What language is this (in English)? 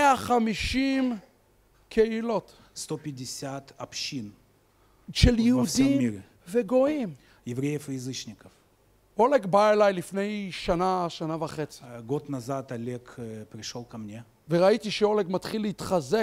Hebrew